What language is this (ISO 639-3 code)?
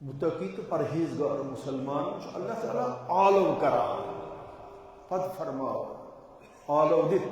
kas